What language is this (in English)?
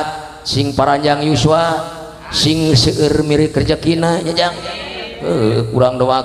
Sundanese